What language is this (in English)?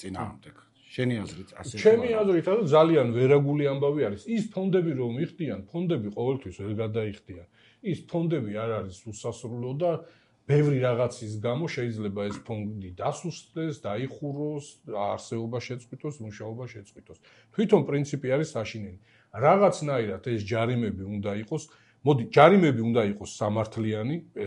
Georgian